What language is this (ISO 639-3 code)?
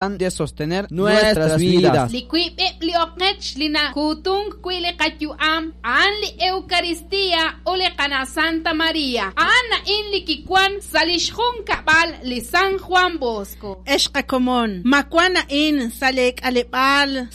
kek